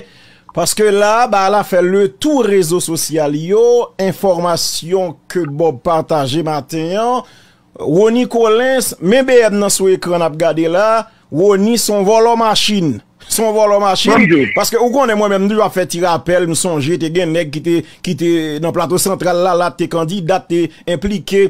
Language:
Haitian Creole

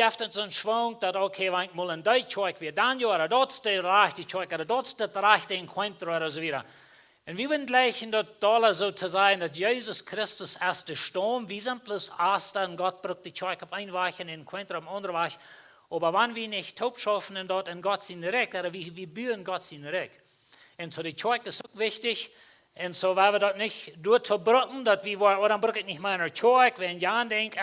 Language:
Plautdietsch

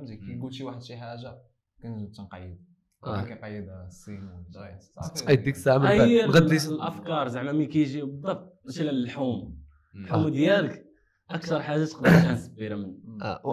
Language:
Moroccan Arabic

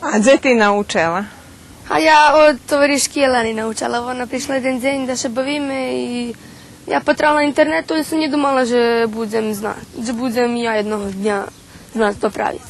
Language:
Rusyn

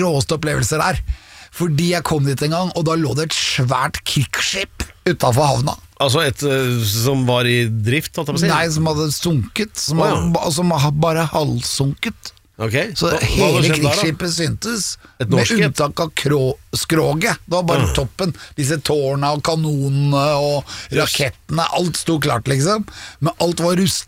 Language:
Norwegian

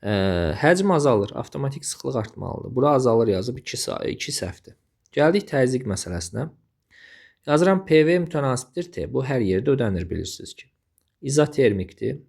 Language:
Azerbaijani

